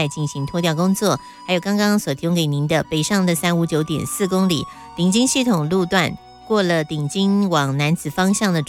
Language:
Chinese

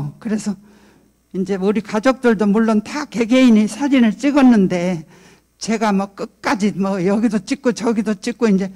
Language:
Korean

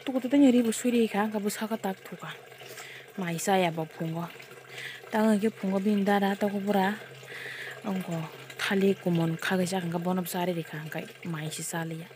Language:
Kok Borok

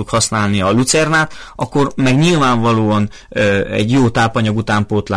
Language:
Hungarian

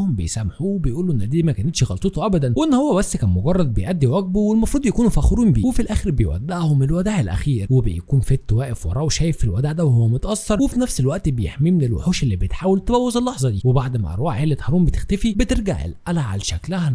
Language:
Egyptian Arabic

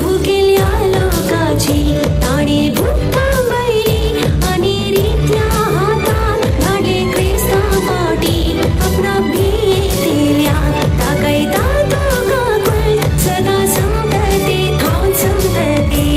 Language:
Konkani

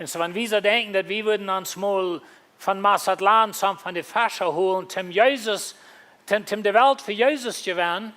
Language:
Plautdietsch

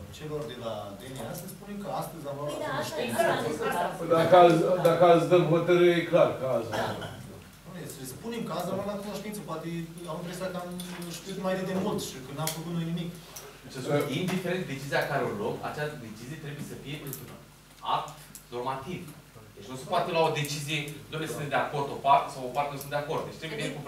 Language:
Romanian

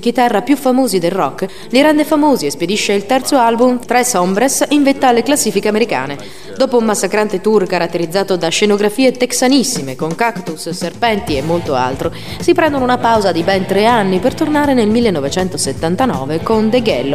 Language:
Italian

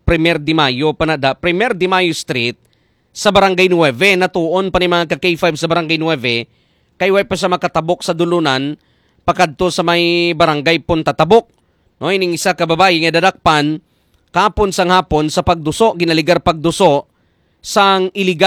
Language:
Hiligaynon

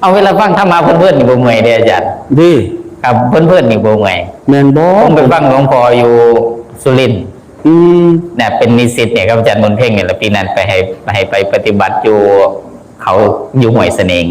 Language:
Northeastern Thai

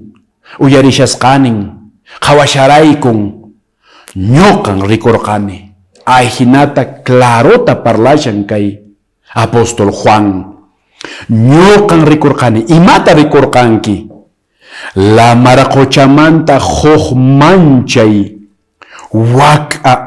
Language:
Quechua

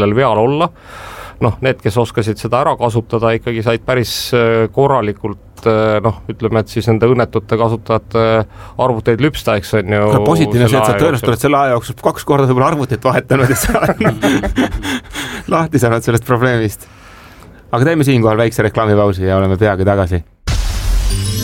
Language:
Estonian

